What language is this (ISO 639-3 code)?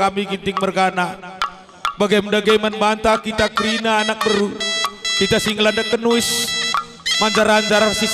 btx